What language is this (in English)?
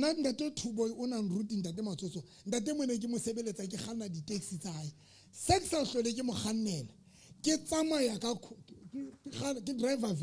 Southern Sotho